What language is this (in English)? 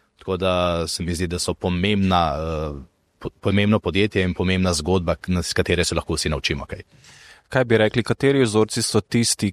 Slovenian